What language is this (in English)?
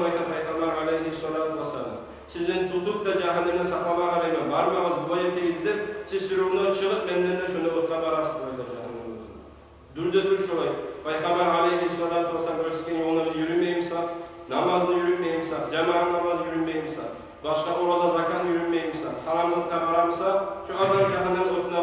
Kumyk